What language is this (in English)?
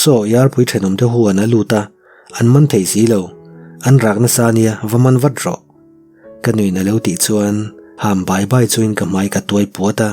Mizo